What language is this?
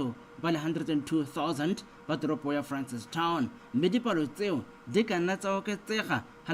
Tswana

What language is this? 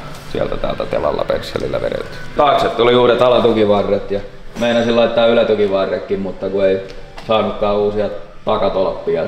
Finnish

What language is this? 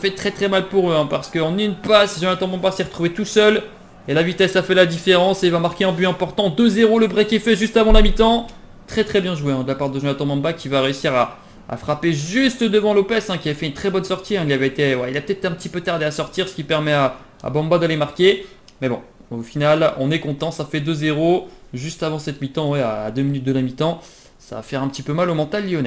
French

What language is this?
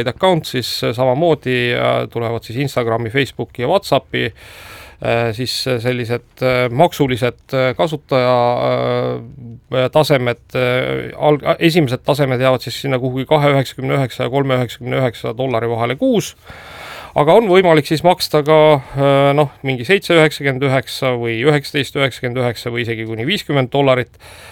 Estonian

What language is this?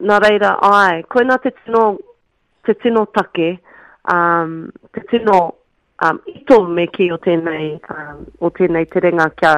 Māori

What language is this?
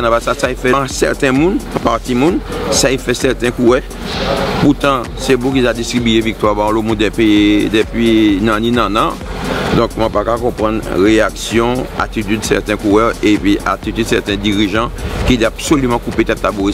Guadeloupean Creole French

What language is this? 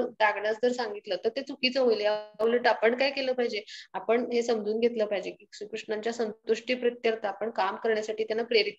Marathi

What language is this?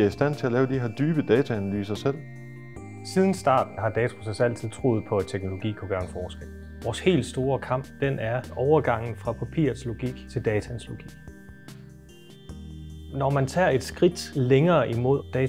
Danish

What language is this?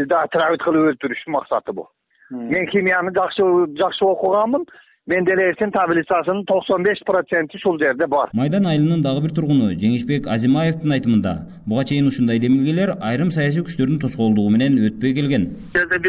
Kyrgyz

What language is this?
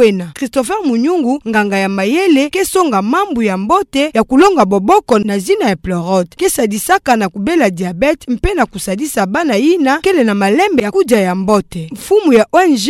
Kituba (Democratic Republic of Congo)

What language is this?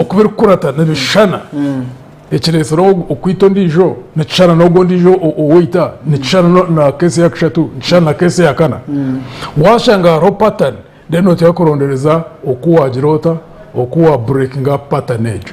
Nyankole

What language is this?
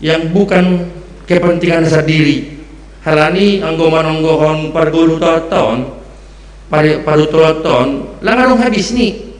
Batak Simalungun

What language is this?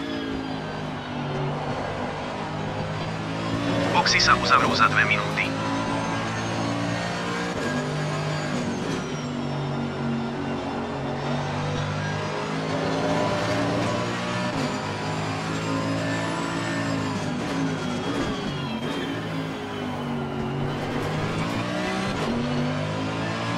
Slovak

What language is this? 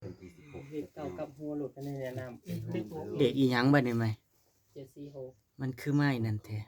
Northeastern Thai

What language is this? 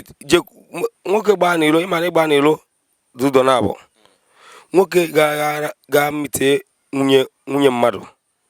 Igbo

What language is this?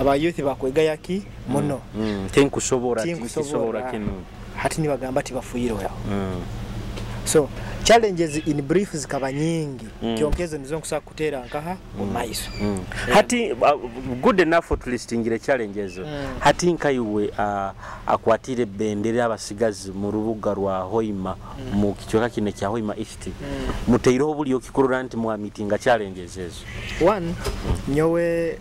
Nyoro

